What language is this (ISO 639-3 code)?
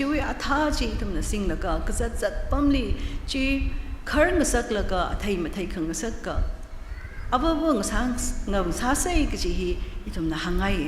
nmf